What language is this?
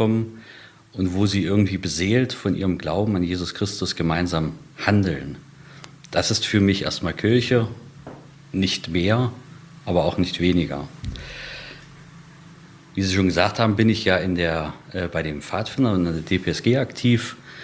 German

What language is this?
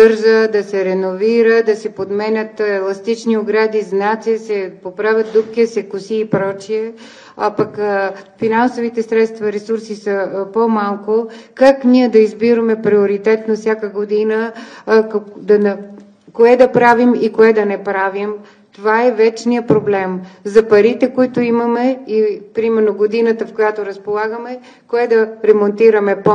Bulgarian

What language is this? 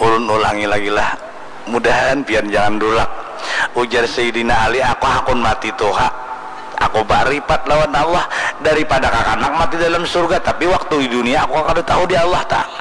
Banjar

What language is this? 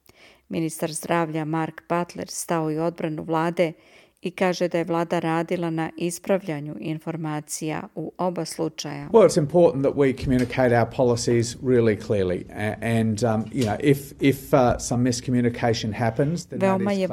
Serbian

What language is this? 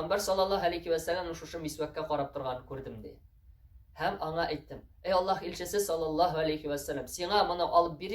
Tatar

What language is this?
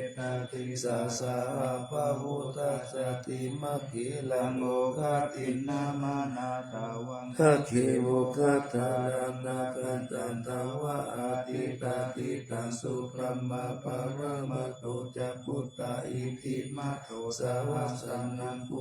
Pali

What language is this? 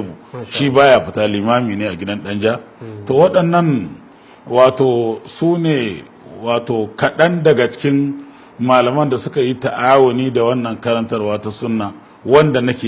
Hausa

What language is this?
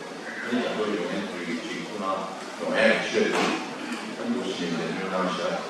Tibetan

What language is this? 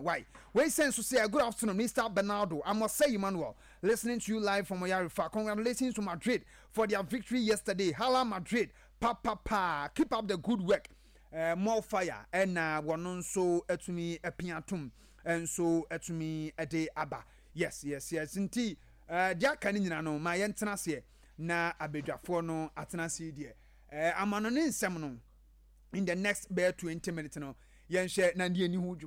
Akan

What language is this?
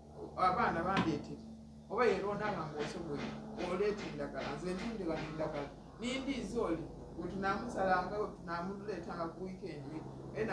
Soga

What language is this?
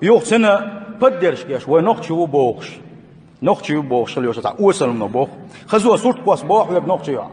Chechen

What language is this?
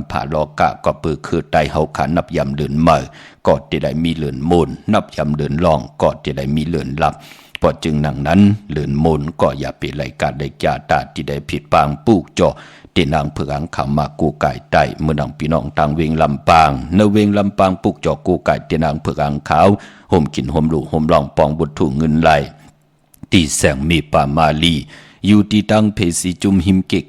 Shan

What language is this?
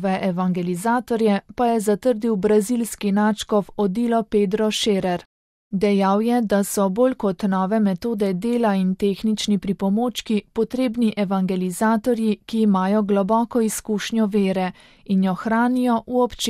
Slovenian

